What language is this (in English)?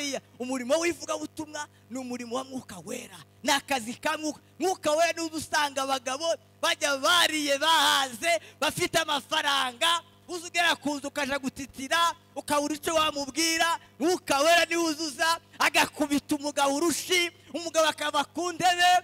Kinyarwanda